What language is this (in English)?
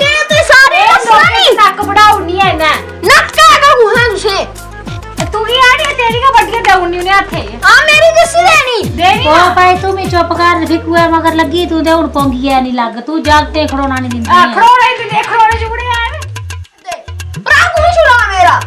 Dogri